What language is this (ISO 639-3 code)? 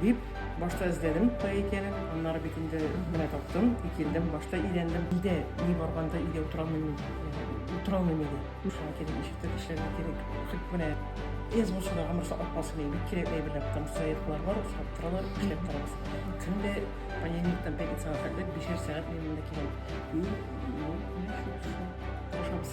tat